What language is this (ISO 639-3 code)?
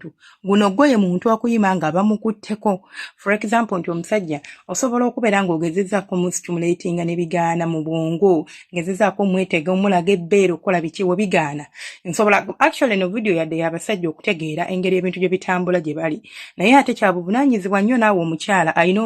lug